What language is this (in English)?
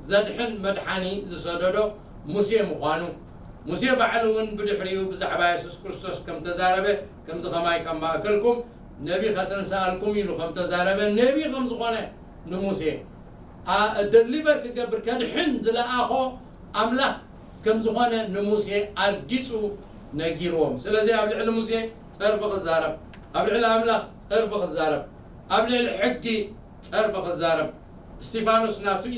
Tigrinya